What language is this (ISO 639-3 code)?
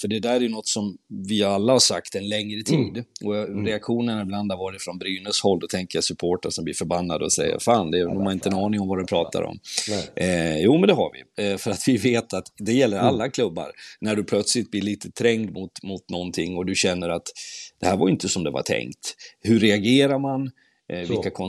swe